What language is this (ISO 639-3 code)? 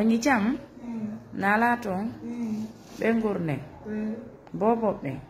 ful